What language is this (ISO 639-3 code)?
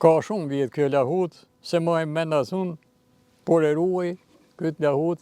sqi